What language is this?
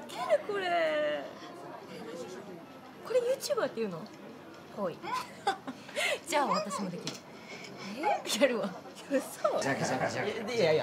Japanese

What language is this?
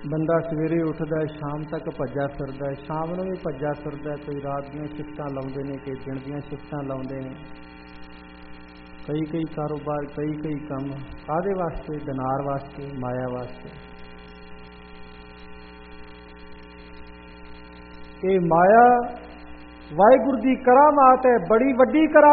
Punjabi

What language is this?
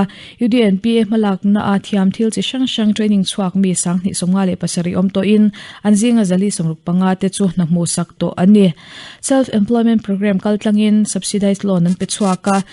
Mizo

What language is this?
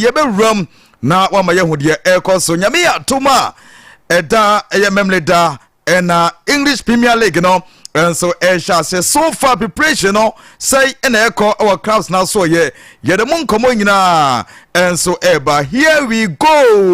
Akan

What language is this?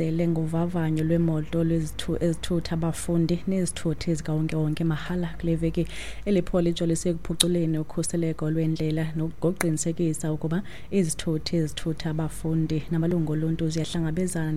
Xhosa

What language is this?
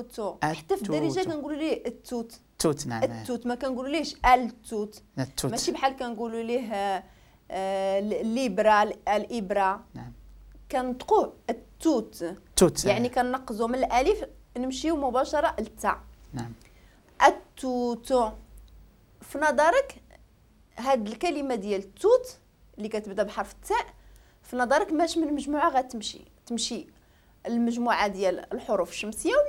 Moroccan Arabic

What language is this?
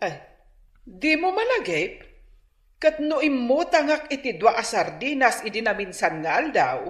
Iloko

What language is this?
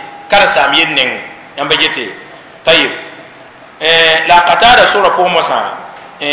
Mossi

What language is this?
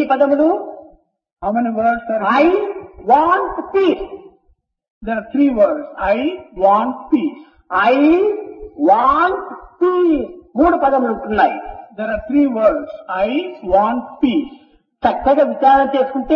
Telugu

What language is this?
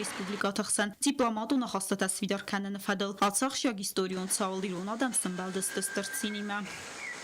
Ossetic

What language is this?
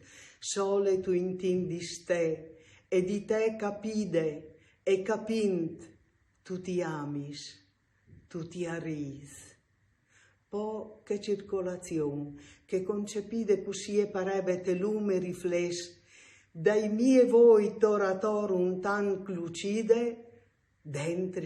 Friulian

